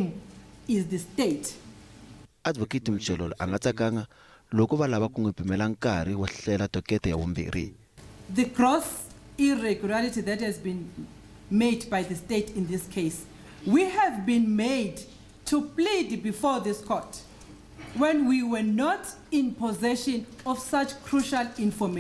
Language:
Tsonga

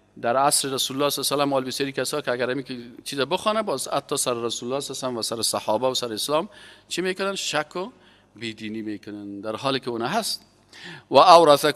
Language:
Persian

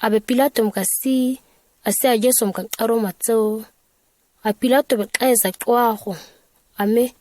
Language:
ǁGana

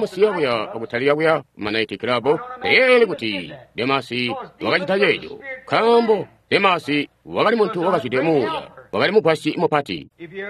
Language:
Tonga (Zambia)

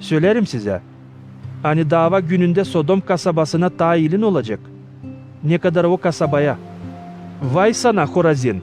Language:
Gagauz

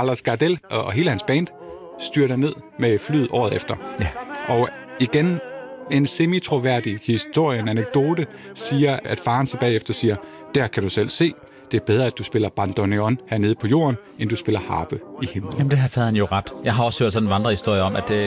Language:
Danish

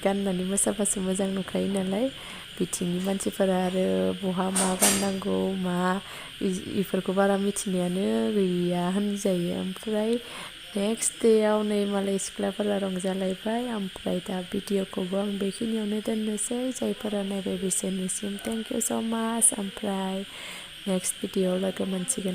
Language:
Bodo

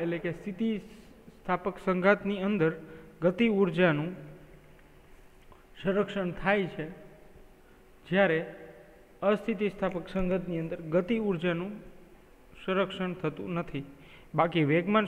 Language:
Gujarati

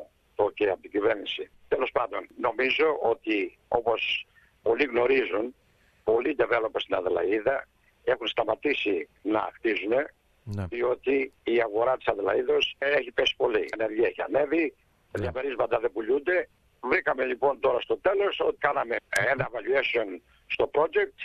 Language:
Greek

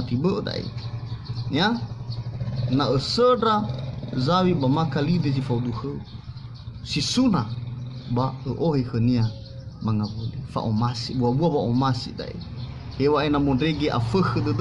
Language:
Nias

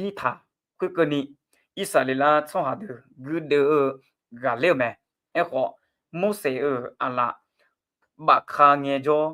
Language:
Akha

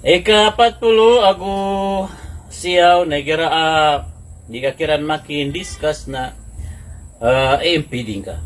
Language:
Maranao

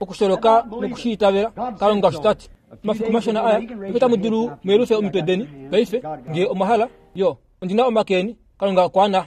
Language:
Kuanyama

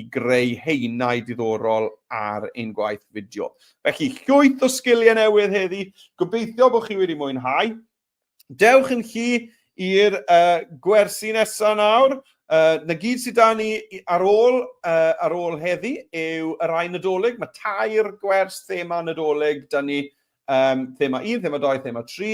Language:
Welsh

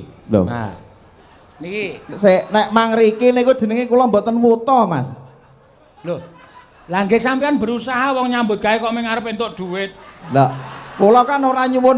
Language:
Javanese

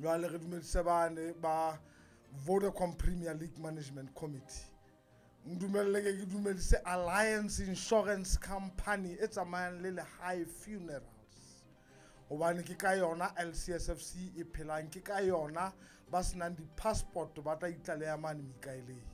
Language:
Southern Sotho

